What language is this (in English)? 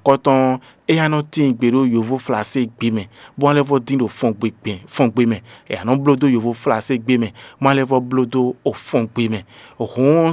Fon